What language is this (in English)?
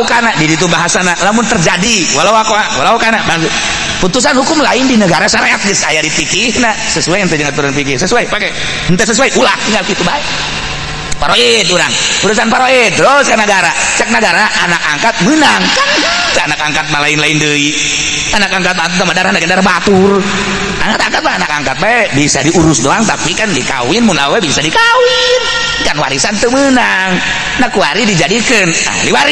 Sundanese